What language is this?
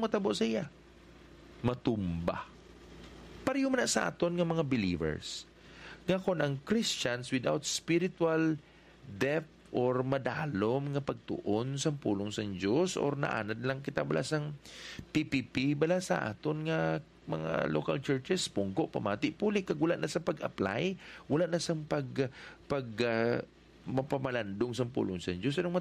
Hiligaynon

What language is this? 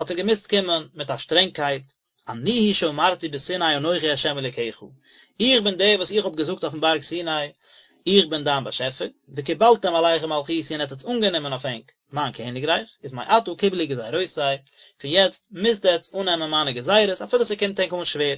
Yiddish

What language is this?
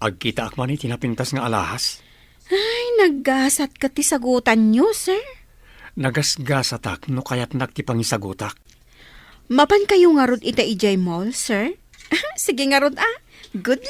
Iloko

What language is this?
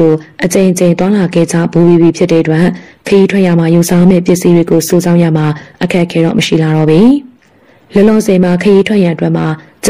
Burmese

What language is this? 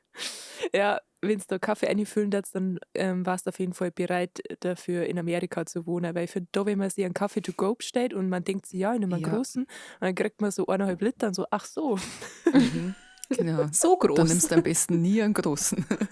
Bavarian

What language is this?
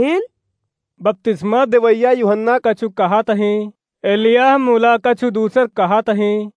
Awadhi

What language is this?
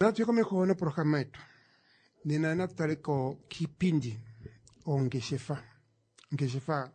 Kuanyama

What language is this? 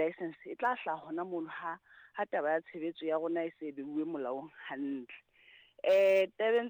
Southern Sotho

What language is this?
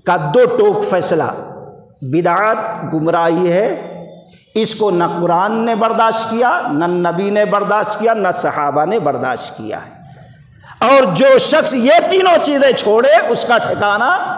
Urdu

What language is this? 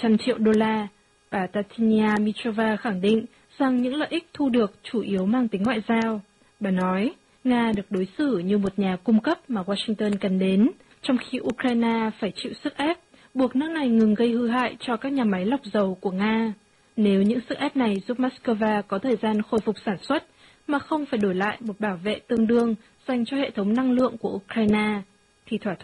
Vietnamese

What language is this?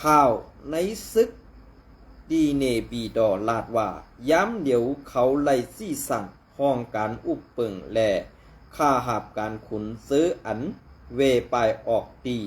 Shan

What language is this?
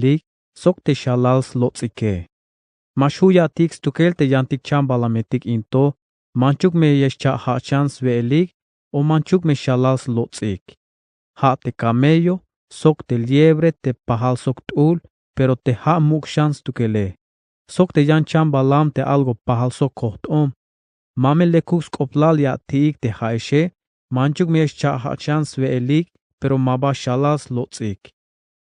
Tzeltal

